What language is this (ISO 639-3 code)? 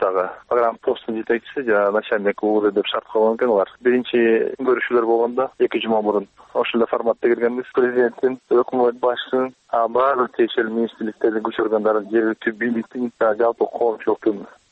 kir